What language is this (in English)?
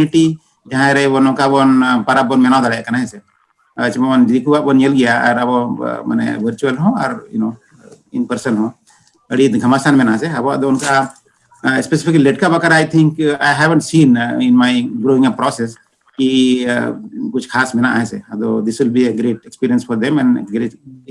Santali